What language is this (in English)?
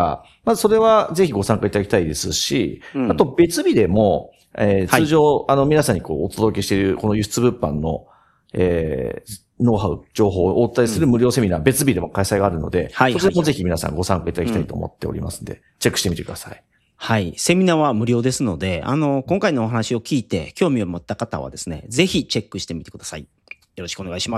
Japanese